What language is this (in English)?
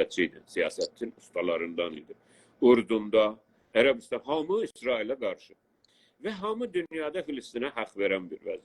South Azerbaijani